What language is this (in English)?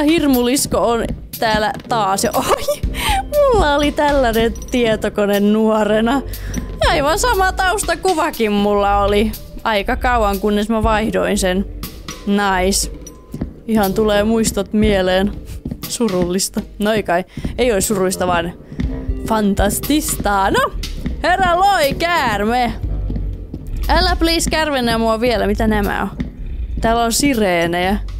Finnish